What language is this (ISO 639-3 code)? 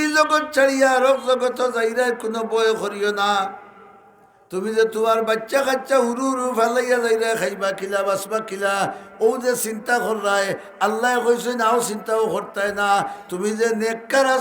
syl